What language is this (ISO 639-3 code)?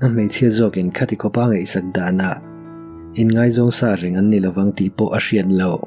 lus